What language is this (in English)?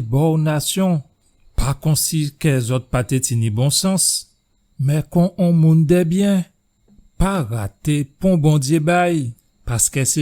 Guadeloupean Creole French